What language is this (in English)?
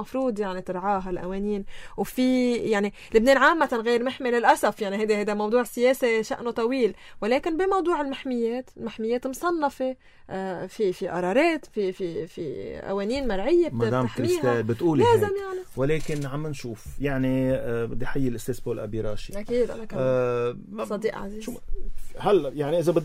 North Levantine Arabic